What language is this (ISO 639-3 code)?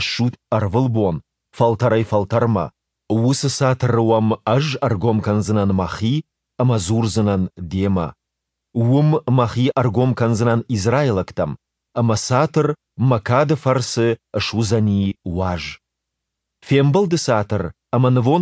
oss